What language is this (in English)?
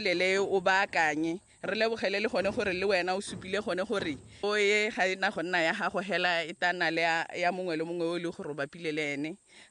Tswana